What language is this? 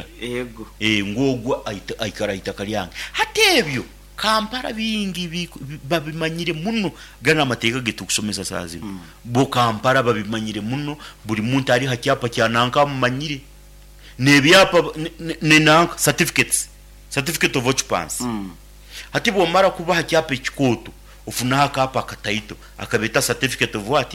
Nyankole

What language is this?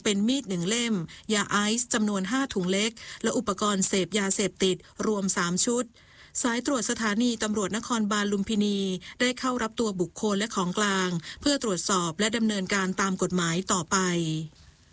Thai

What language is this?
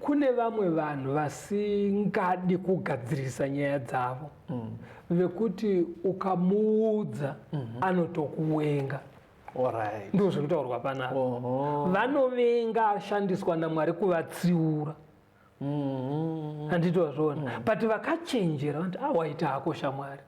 Shona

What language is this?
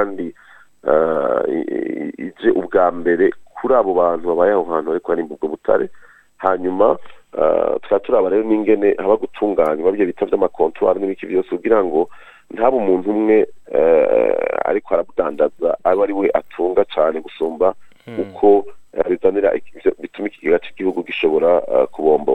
Rundi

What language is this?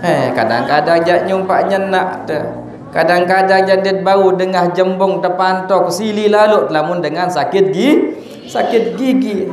Sasak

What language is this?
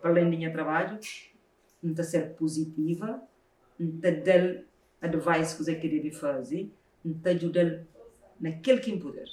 Kabuverdianu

